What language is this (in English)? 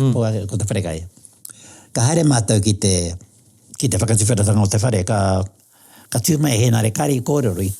Māori